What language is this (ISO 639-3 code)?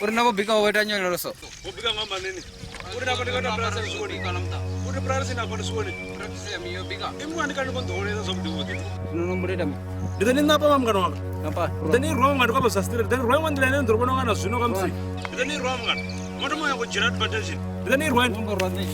ven